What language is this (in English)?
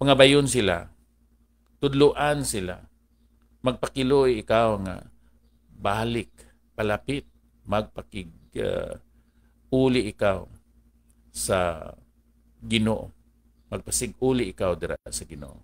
Hiligaynon